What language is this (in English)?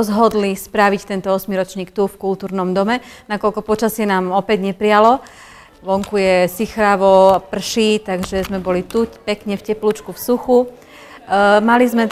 Slovak